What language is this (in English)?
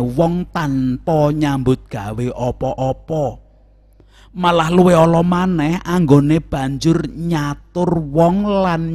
Javanese